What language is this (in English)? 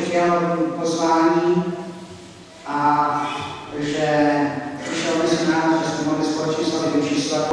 Czech